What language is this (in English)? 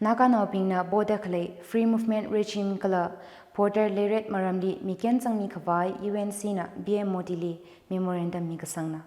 Tangkhul Naga (India)